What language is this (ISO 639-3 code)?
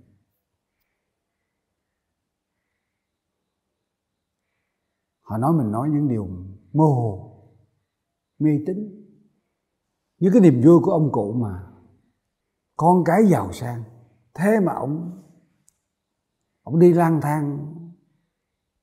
vie